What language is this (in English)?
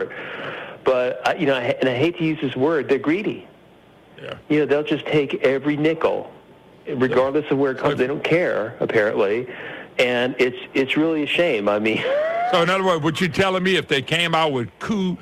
English